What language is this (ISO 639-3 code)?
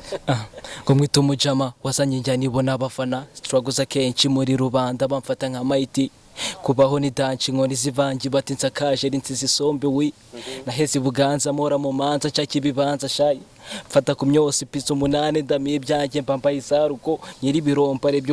kin